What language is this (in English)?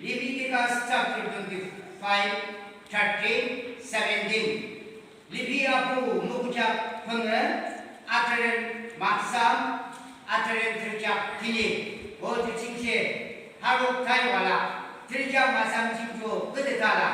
Yimchungru Naga